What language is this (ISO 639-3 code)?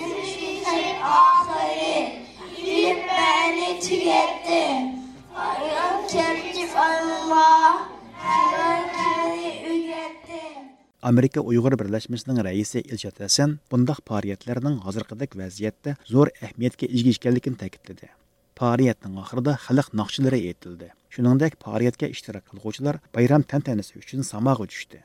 uig